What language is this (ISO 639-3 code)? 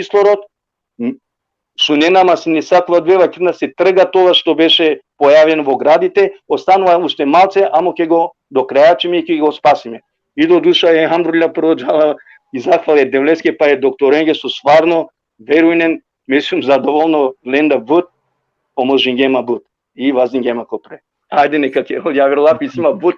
rmn